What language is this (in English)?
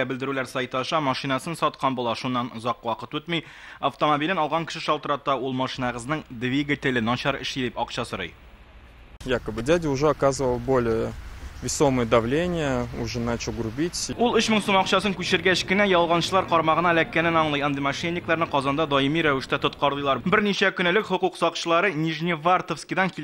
Tatar